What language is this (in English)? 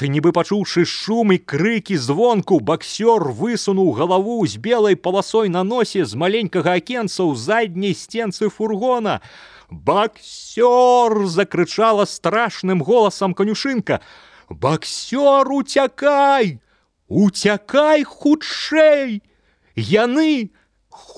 Belarusian